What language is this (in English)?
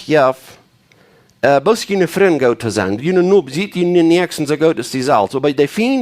Plautdietsch